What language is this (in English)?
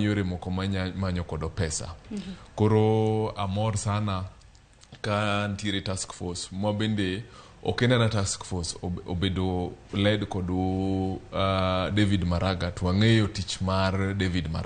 Luo (Kenya and Tanzania)